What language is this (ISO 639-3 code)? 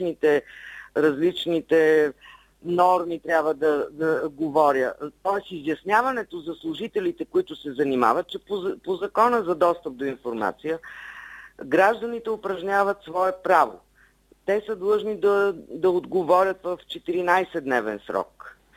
bul